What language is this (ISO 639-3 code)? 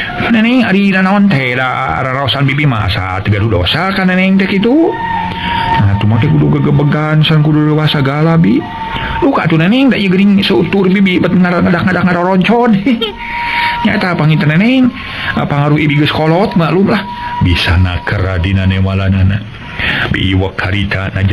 sun